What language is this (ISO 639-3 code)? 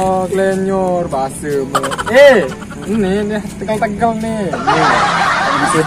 sas